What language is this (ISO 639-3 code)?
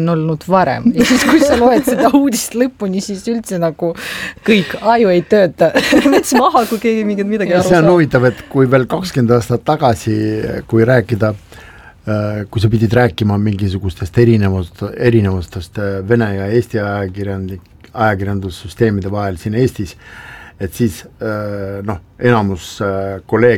est